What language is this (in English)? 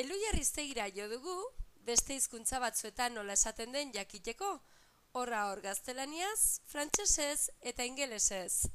Basque